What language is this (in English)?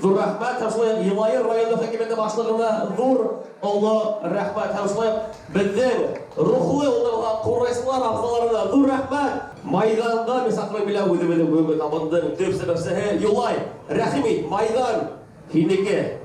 Bashkir